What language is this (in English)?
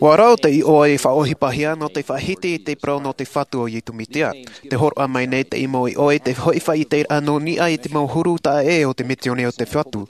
Tahitian